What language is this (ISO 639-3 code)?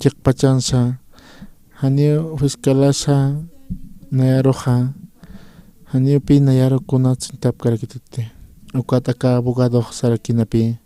aym